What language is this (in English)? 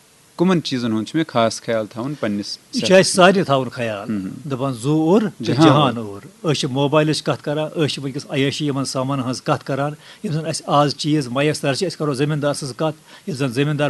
Kashmiri